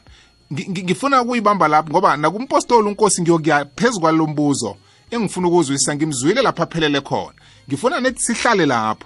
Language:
South Ndebele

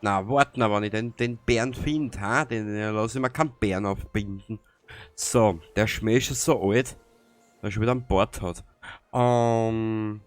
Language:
Bavarian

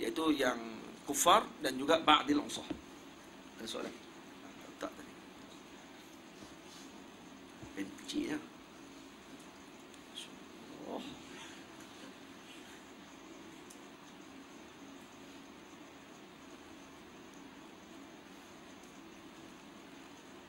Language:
Malay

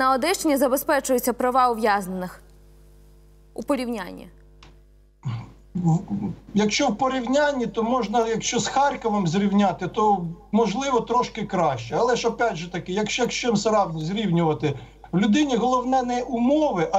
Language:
Ukrainian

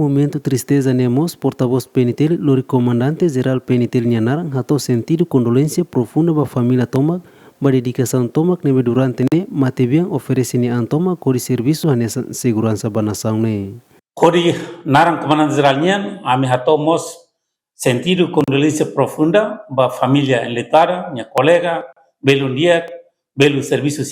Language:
Tetum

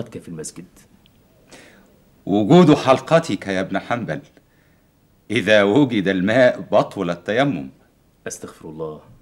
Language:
Egyptian Arabic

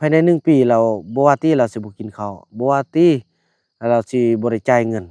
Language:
Lao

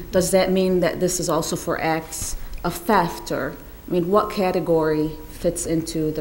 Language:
English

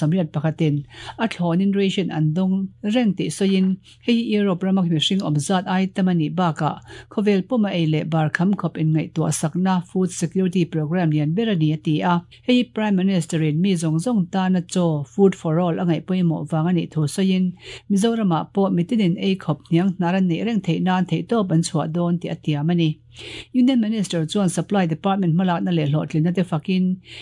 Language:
Mizo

